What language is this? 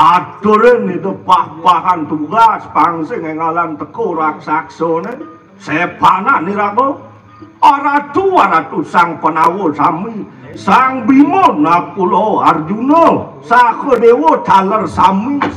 Balinese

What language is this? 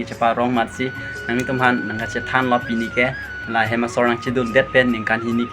Karbi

